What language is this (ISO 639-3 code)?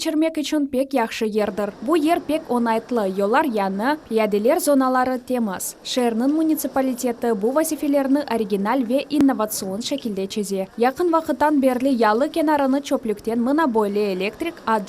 crh